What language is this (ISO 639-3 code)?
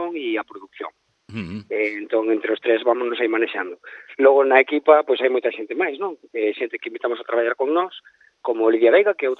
glg